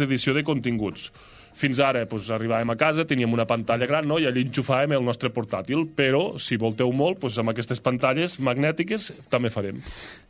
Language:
Catalan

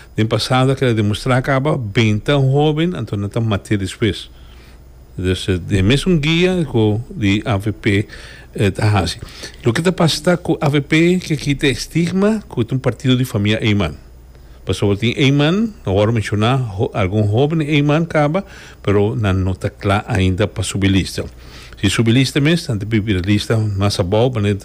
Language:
Papiamento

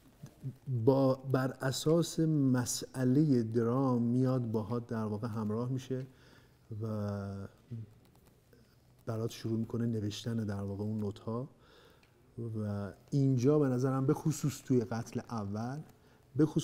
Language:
Persian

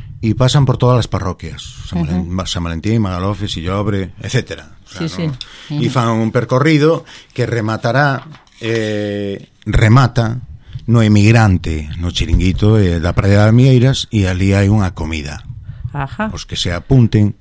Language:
Galician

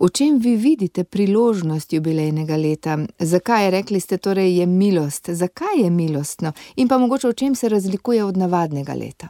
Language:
Slovenian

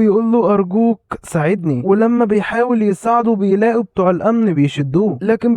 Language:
Egyptian Arabic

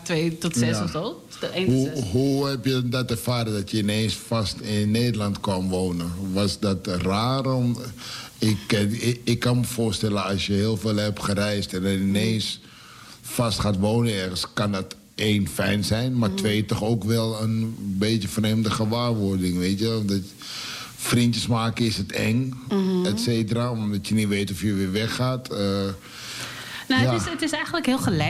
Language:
Dutch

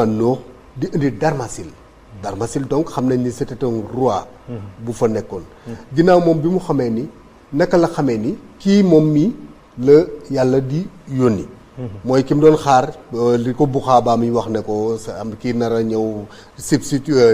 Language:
Wolof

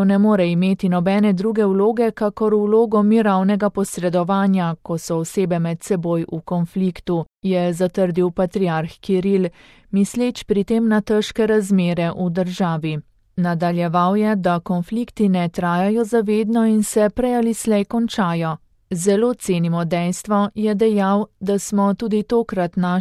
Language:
Slovenian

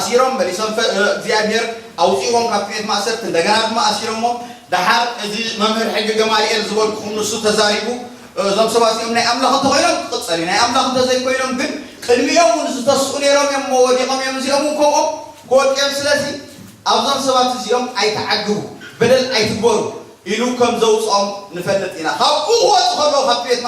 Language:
Tigrinya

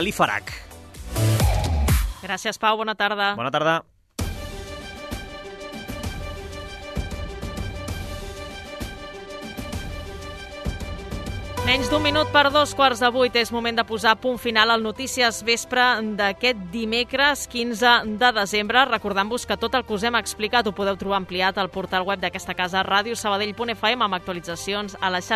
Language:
Catalan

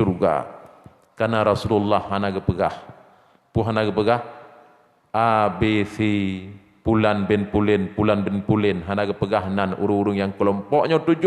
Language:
Achinese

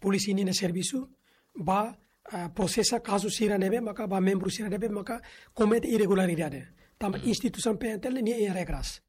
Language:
Tetum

